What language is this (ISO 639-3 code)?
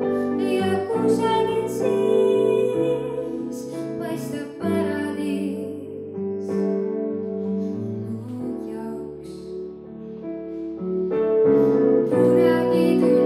est